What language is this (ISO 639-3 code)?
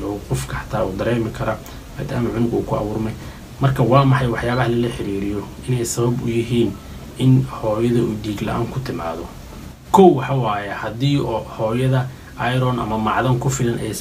som